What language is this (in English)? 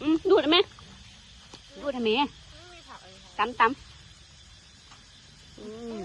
Northeastern Thai